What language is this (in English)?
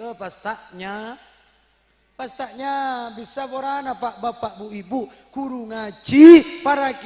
Madurese